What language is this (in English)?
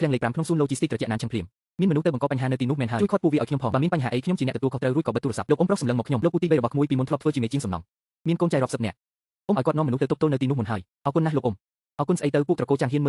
Khmer